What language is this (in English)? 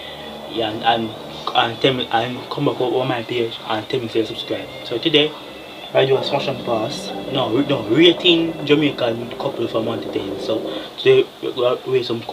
Jamaican Creole English